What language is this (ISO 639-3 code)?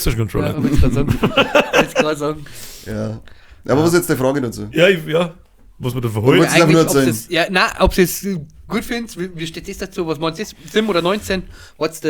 bar